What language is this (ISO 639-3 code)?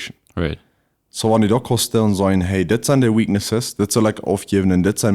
pdt